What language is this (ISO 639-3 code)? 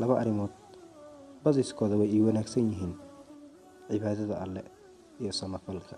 som